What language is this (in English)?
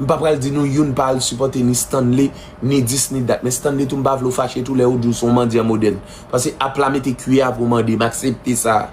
Haitian Creole